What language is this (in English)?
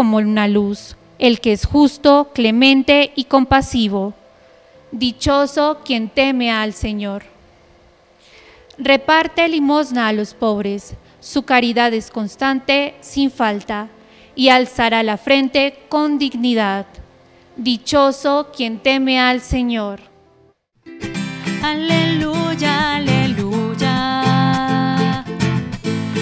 Spanish